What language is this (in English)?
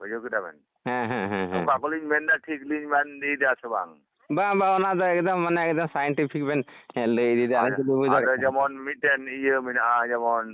Santali